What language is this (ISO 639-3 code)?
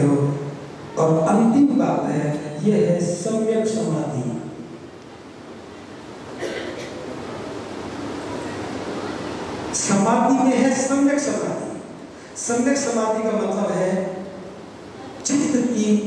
hin